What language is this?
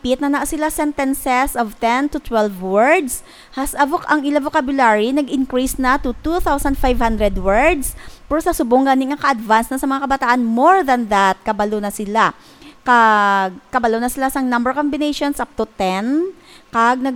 Hiligaynon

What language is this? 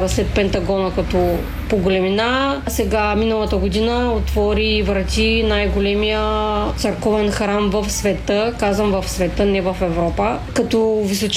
Bulgarian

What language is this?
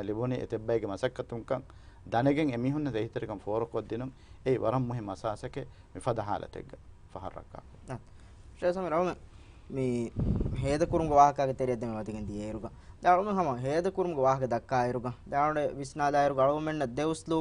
Divehi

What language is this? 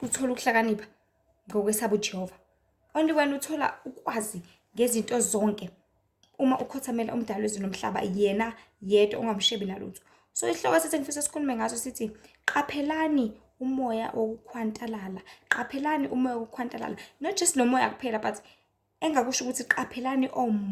Zulu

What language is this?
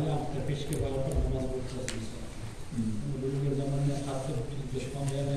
Kumyk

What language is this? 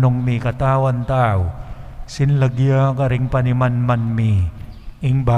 Pampanga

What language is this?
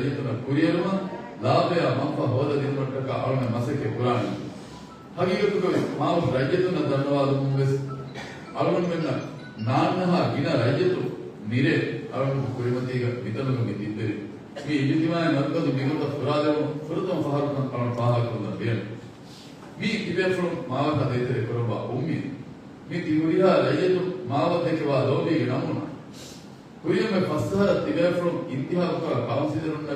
Divehi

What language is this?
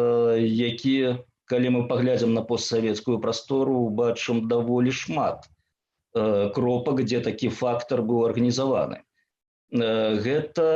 Belarusian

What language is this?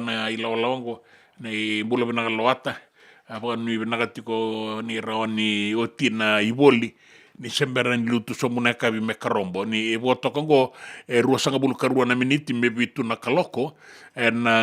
Fijian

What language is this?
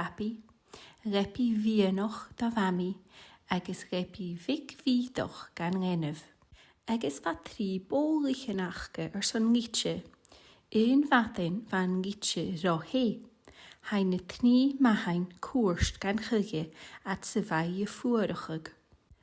Scottish Gaelic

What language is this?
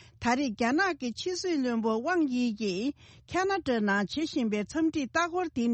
Tibetan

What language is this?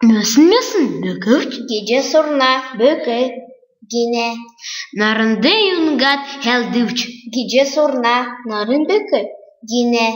Kalmyk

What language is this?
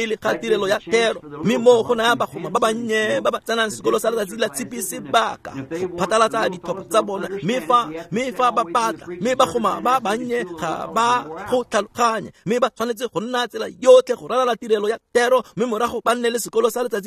Tswana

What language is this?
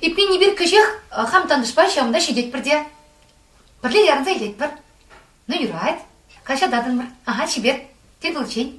Chuvash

